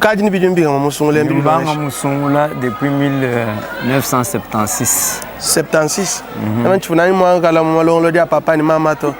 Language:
Luba-Lulua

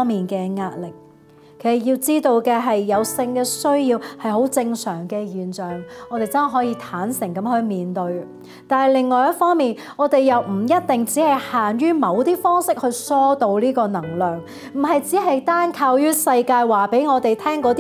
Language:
Cantonese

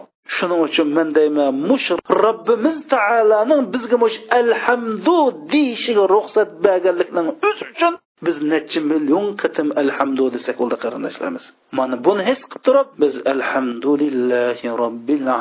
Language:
Uyghur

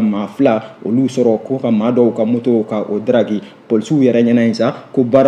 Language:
Bambara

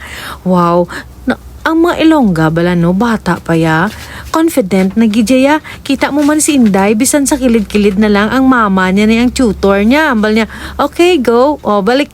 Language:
Hiligaynon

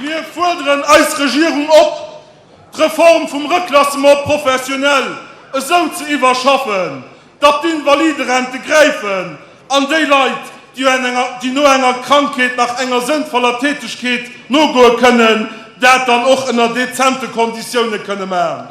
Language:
Luxembourgish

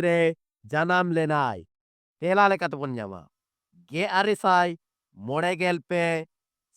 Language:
Santali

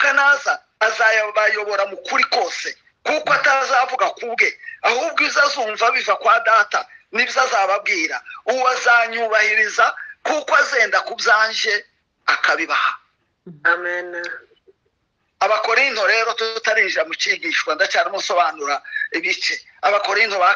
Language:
Kinyarwanda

